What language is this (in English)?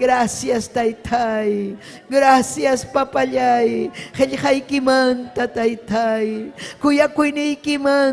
Ayacucho Quechua